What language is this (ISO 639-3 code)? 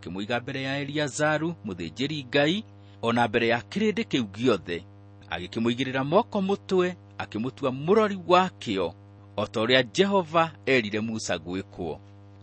kik